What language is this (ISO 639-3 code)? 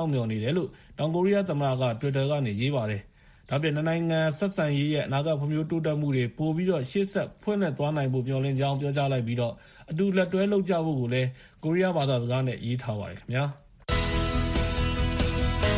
mya